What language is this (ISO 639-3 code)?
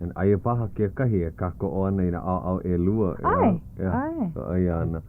haw